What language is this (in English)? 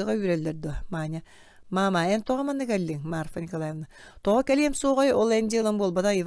Yakut